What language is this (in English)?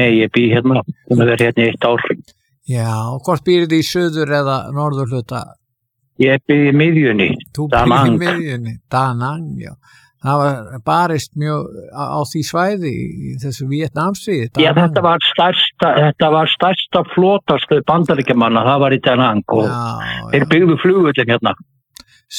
Icelandic